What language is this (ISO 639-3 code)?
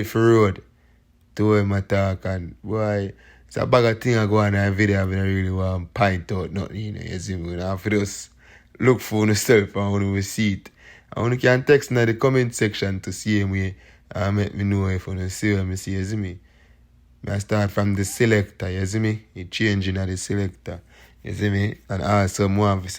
jam